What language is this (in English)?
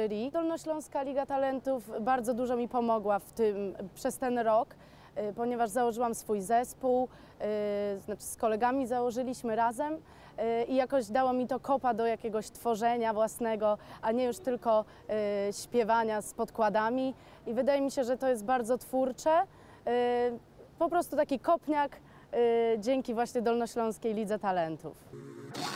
Polish